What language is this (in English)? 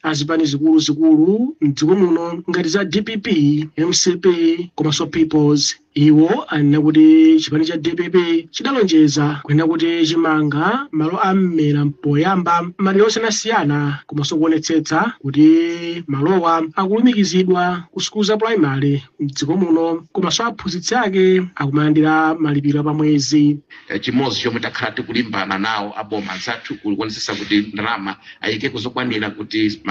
Nyanja